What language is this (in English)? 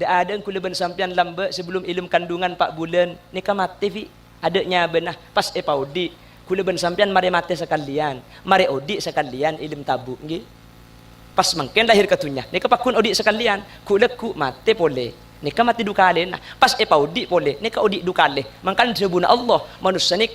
Madurese